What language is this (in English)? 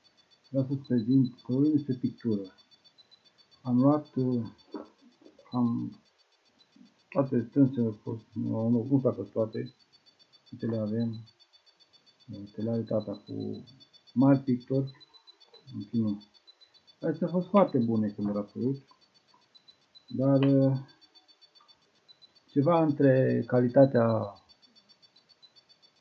Romanian